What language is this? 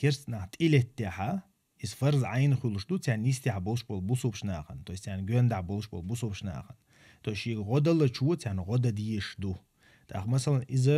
Chechen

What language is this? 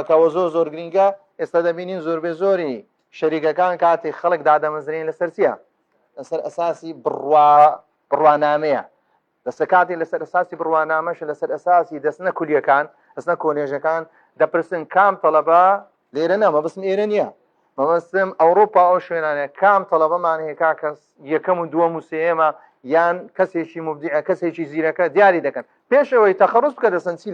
Central Kurdish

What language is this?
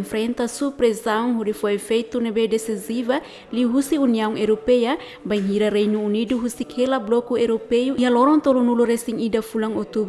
Tetum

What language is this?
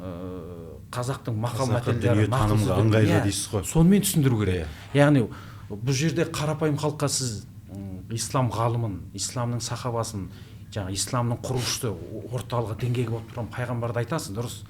Kazakh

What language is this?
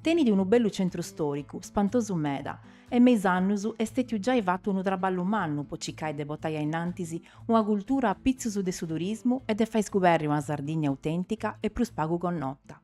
Sardinian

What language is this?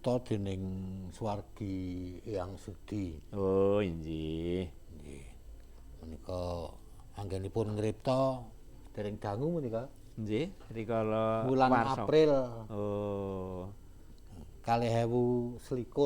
Javanese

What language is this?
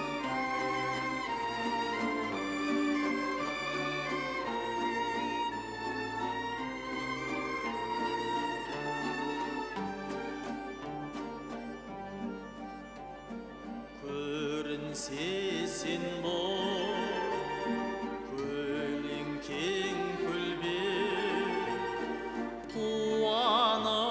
Kazakh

